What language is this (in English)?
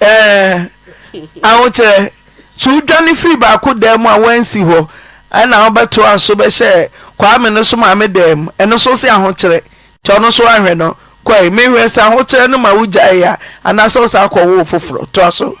Akan